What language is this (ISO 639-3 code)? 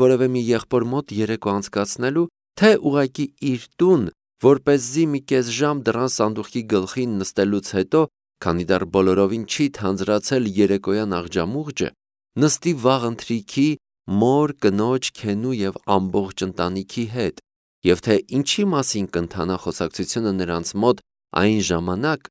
hye